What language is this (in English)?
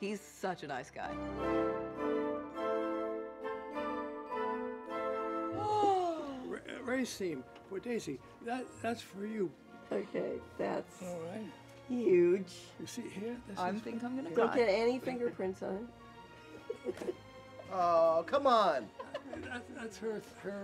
English